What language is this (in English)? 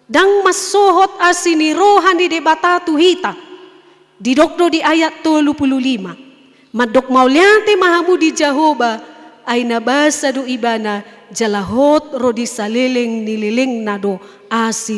Batak Toba